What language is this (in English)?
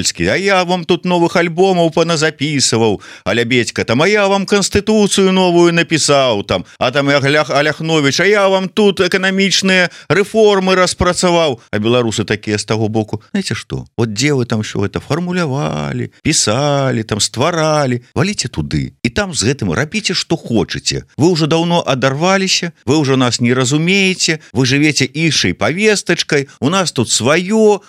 Belarusian